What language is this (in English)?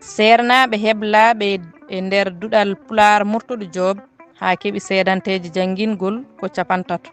Fula